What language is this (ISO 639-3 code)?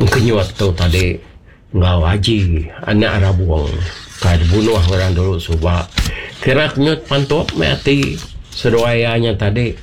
iba